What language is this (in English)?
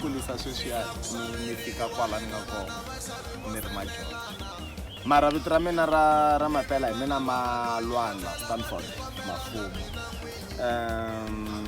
Tsonga